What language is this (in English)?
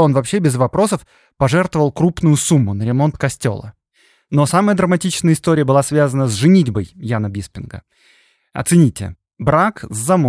Russian